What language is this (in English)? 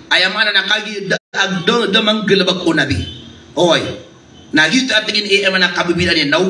Maranao